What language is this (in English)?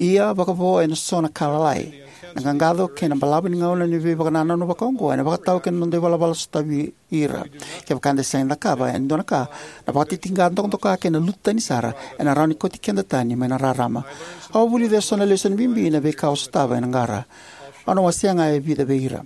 Fijian